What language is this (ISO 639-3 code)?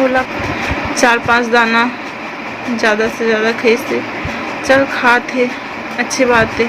hne